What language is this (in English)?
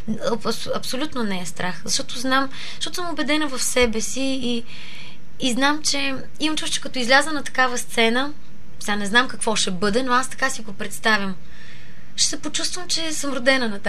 Bulgarian